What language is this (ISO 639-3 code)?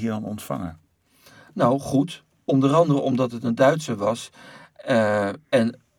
nld